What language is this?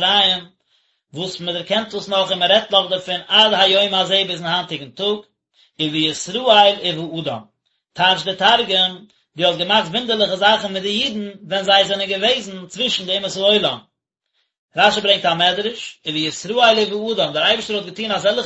Yiddish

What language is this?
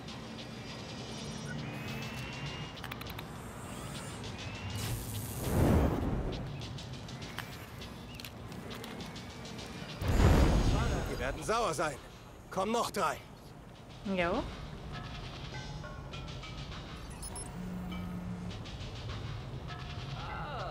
German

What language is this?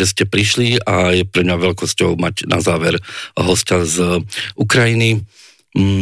Slovak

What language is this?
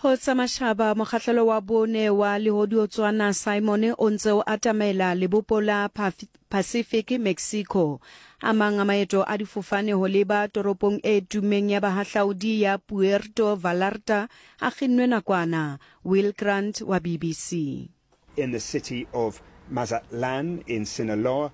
Southern Sotho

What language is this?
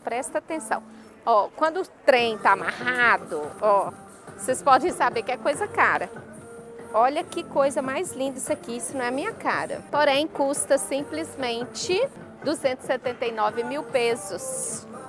Portuguese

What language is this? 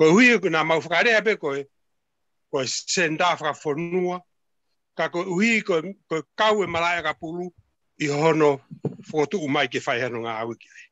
Tongan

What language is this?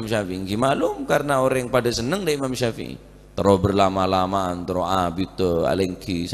Madurese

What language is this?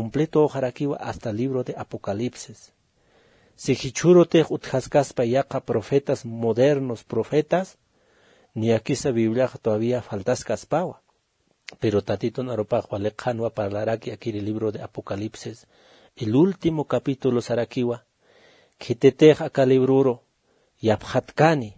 Aymara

